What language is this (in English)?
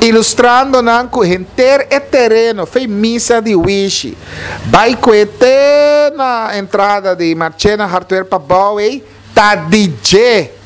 Papiamento